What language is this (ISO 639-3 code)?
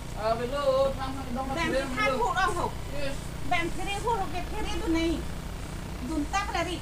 mjw